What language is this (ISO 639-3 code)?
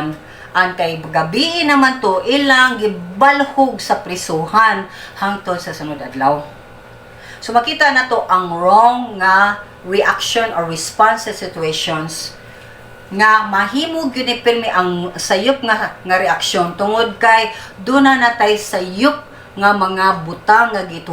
ceb